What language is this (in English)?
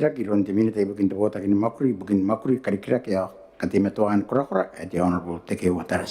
Gilbertese